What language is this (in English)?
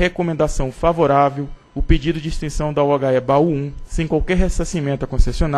Portuguese